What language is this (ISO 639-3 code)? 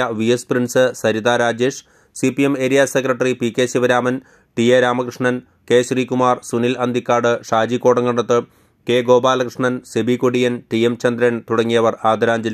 mal